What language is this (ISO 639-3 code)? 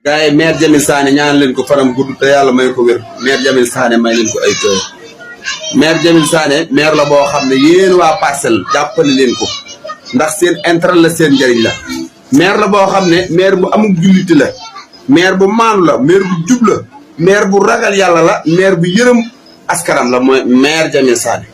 wol